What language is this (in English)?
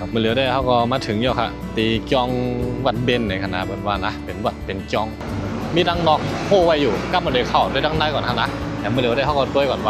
Shan